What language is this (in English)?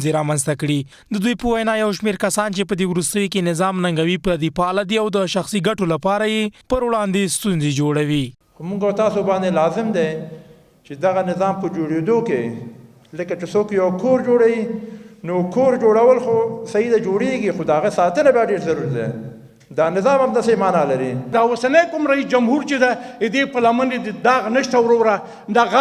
Pashto